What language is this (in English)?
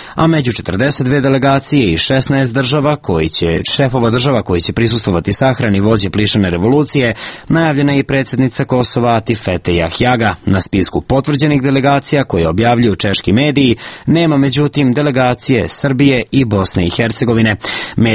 Serbian